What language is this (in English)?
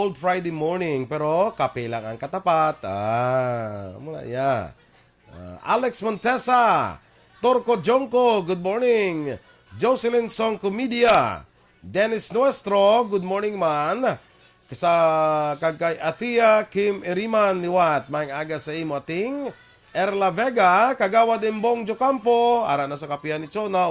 Hiligaynon